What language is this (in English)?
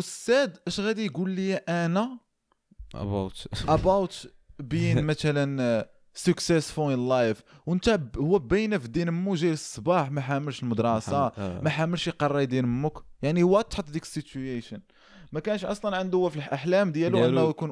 Moroccan Arabic